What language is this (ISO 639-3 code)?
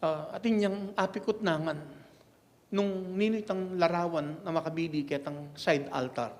pam